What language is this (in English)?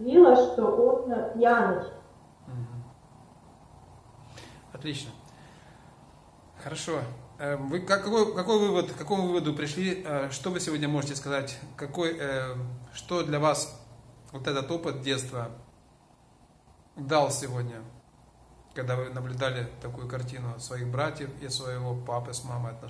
Russian